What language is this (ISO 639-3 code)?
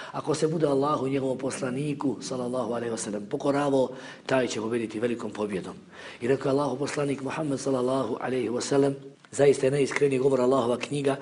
bos